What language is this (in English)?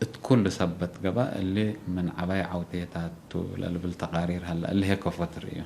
Tigre